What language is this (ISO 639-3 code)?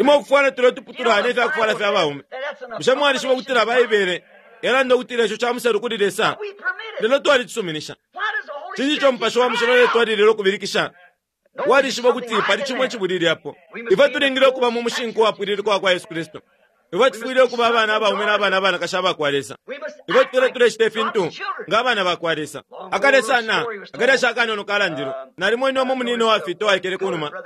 bem